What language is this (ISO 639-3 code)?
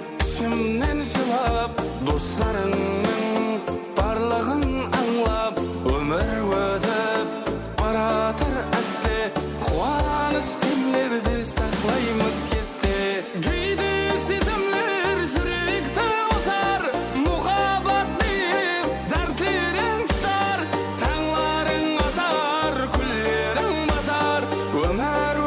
kaa